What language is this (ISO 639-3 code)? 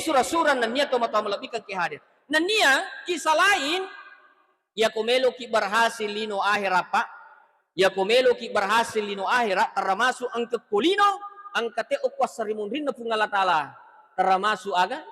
bug